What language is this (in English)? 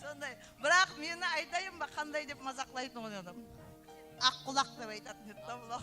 Kara-Kalpak